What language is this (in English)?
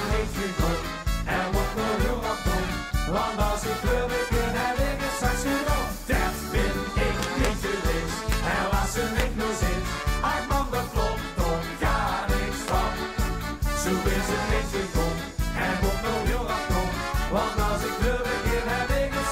Limburgish